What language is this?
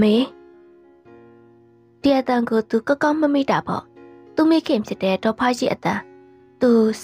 Burmese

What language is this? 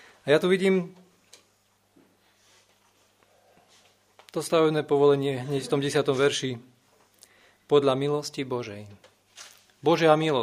Slovak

